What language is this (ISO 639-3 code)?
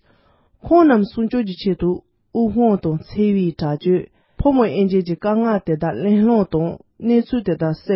bod